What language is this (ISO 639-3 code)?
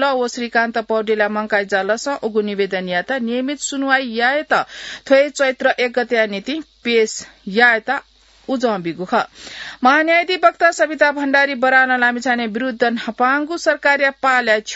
new